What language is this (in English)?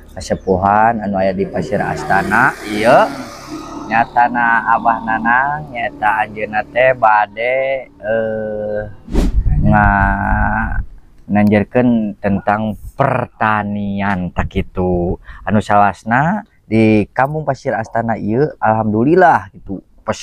Sundanese